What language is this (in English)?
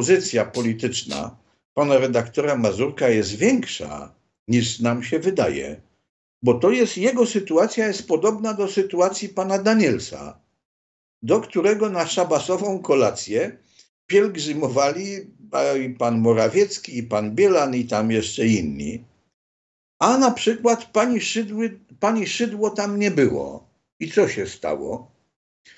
Polish